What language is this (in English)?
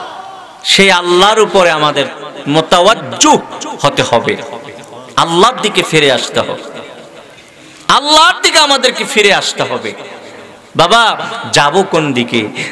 Bangla